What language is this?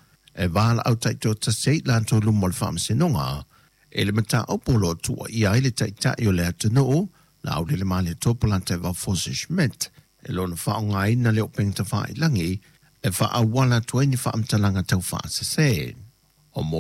Samoan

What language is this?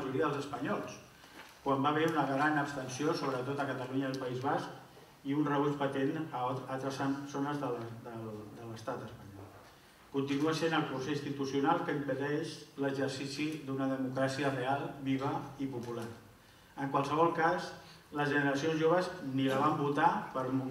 Catalan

